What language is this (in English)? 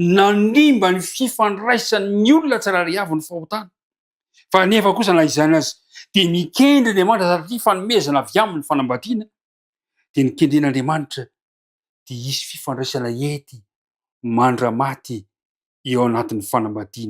Malagasy